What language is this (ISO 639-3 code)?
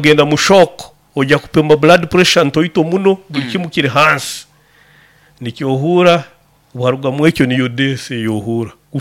nyo